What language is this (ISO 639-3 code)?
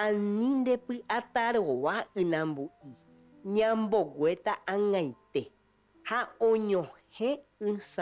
grn